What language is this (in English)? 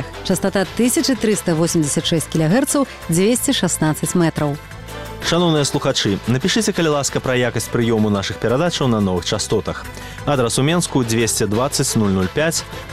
Belarusian